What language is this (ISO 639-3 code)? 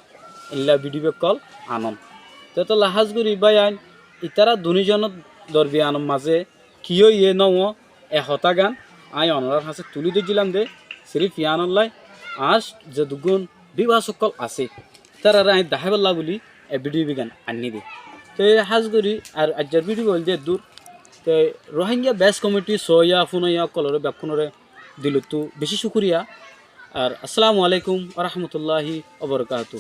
rhg